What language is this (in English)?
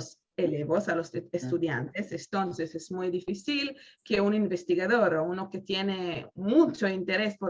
Ladino